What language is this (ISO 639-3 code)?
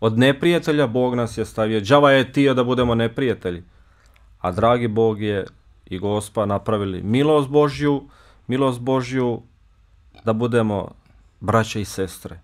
bos